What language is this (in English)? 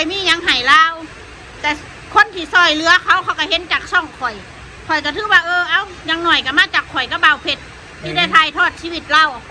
Northeastern Thai